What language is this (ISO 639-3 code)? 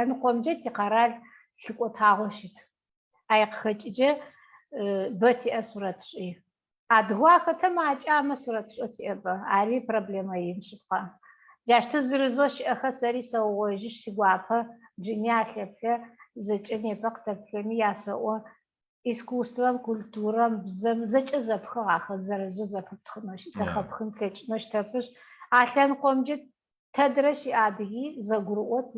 ady